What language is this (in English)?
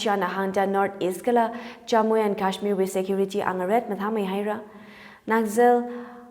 Tangkhul Naga (India)